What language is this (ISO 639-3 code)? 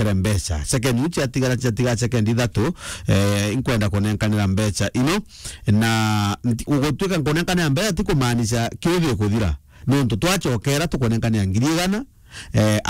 mer